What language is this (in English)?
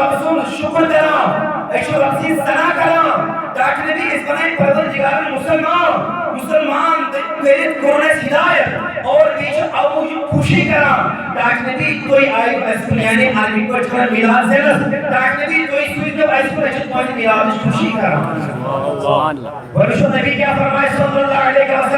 Kashmiri